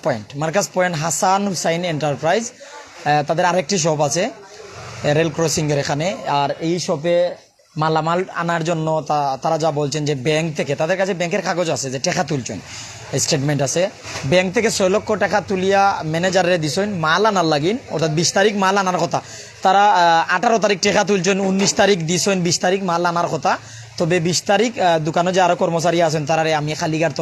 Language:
Sylheti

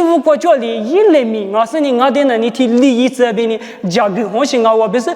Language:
Lisu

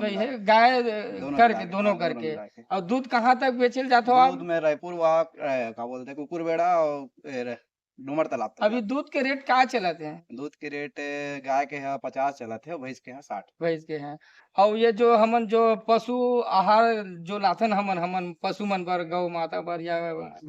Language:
Chhattisgarhi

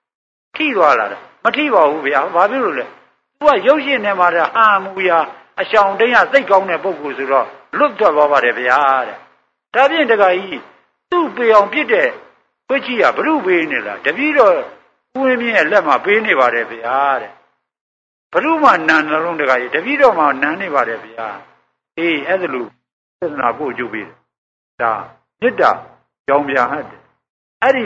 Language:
Burmese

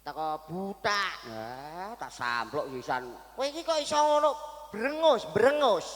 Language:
Javanese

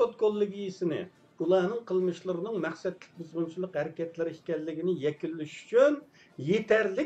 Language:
Uyghur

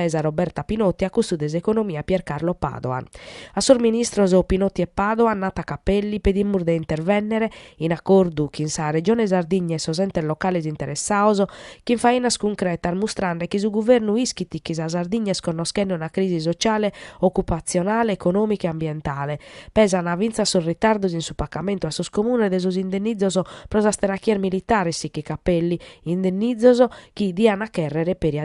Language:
Sardinian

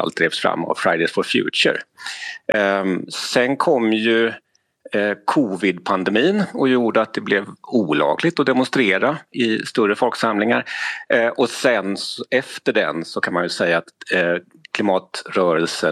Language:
Swedish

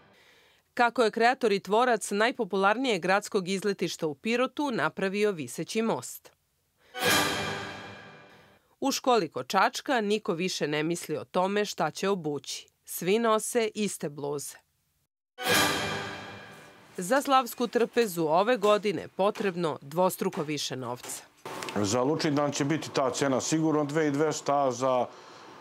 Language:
Serbian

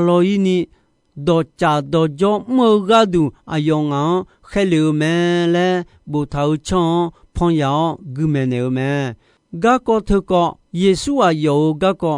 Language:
Akha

